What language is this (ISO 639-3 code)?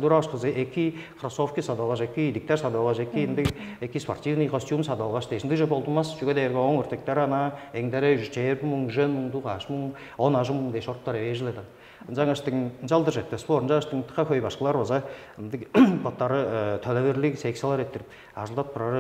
tyv